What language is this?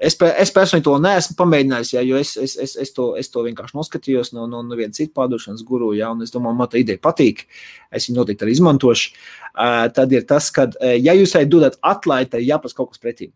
Latvian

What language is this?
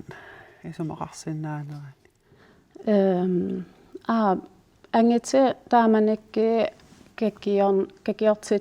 Kalaallisut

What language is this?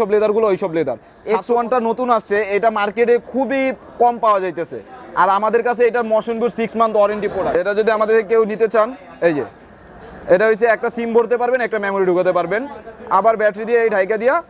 Bangla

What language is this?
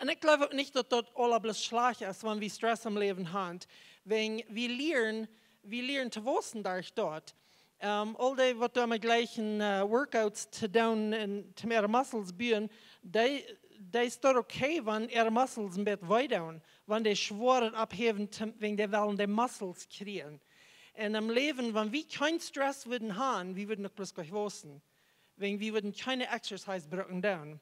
Plautdietsch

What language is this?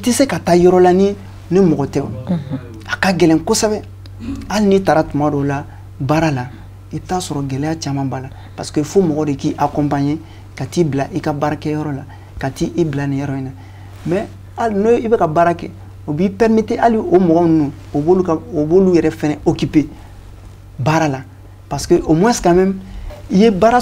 Bambara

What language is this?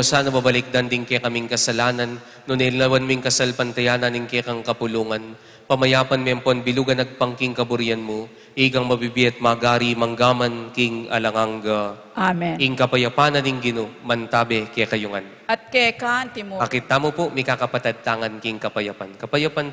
Pampanga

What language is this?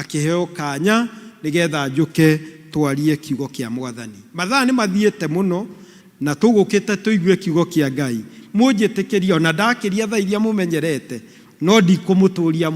Kikuyu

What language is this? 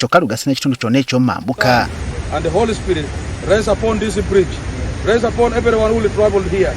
Ganda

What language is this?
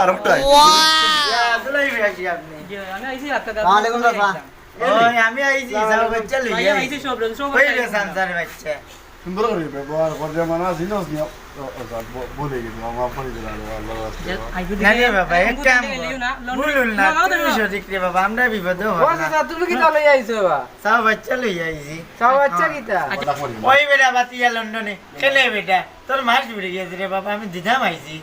Sylheti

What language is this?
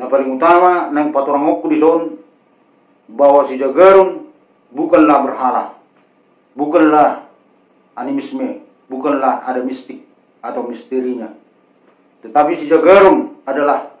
Batak Toba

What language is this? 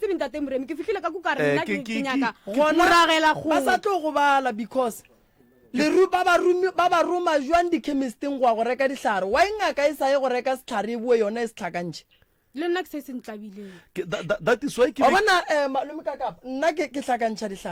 Northern Sotho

